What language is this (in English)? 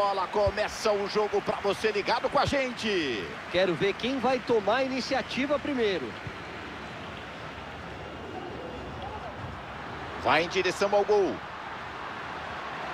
Portuguese